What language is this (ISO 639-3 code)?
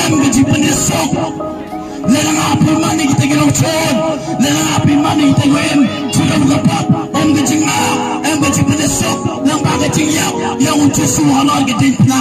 kha